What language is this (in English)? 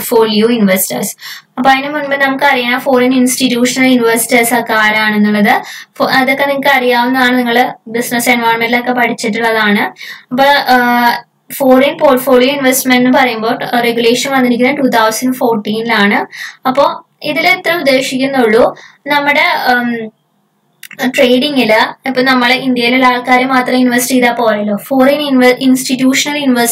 Malayalam